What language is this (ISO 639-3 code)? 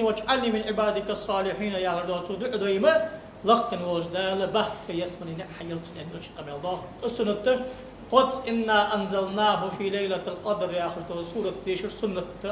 inh